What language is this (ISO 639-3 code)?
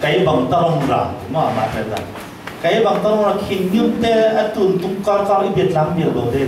cfm